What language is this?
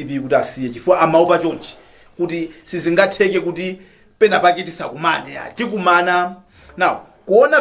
Nyanja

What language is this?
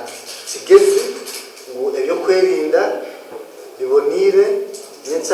Nyankole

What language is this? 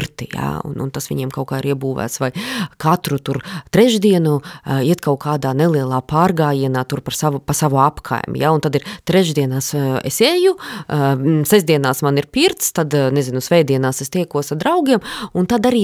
Latvian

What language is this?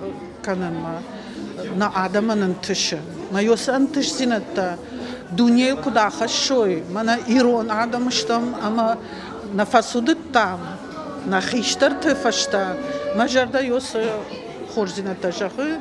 Ossetic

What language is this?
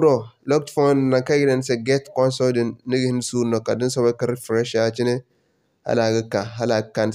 Zarma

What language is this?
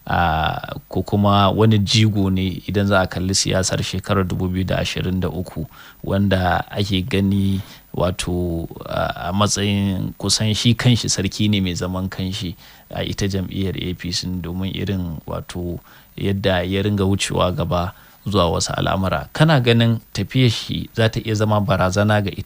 Hausa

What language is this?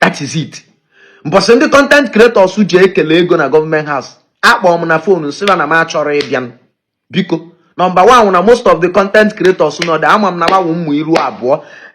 Igbo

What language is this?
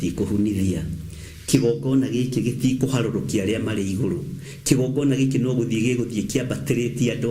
Kikuyu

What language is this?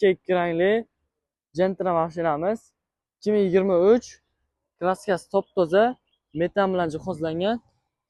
Uzbek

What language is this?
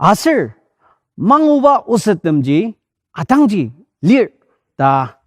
Ao Naga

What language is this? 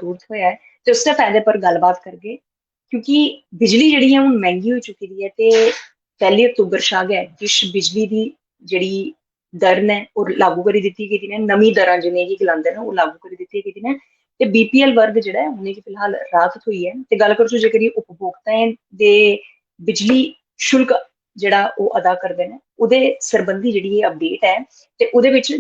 Dogri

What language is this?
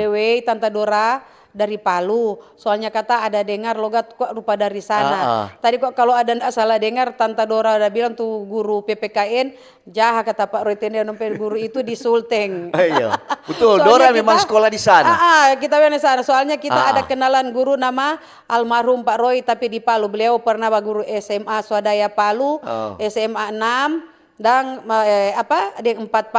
Manado Malay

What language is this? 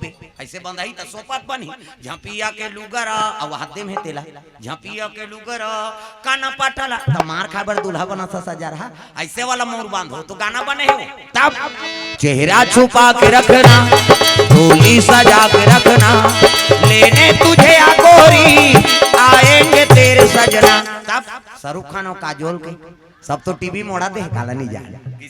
Chhattisgarhi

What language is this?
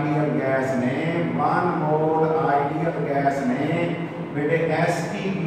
Hindi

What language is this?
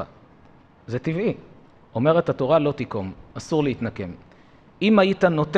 Hebrew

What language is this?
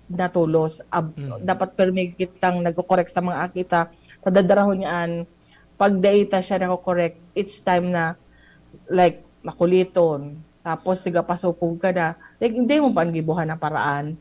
Bikol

